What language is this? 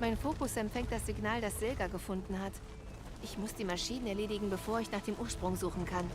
Bavarian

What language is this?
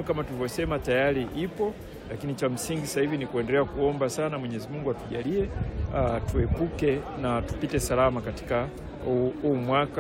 Swahili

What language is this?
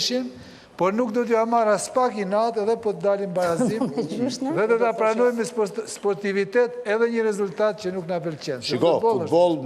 Albanian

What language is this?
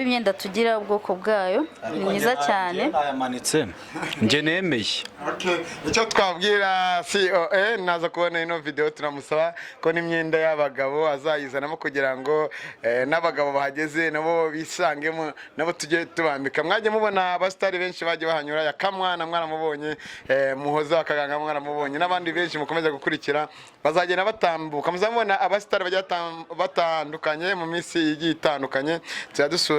Kinyarwanda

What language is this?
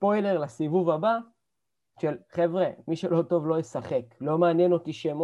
Hebrew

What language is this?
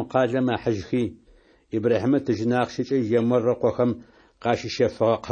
Adyghe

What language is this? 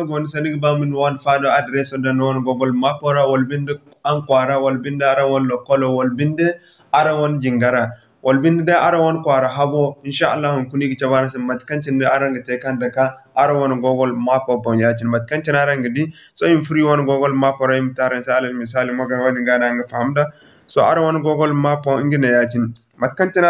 Zarma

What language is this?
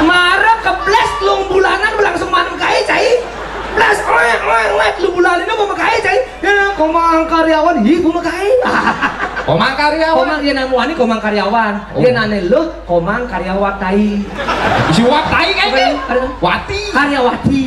Balinese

